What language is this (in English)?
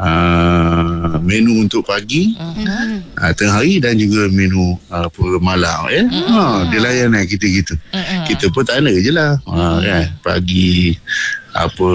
Malay